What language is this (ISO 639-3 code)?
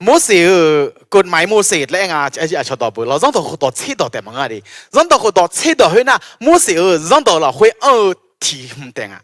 ahk